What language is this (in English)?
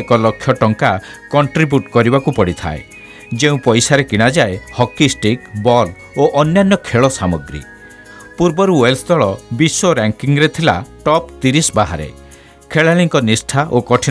Odia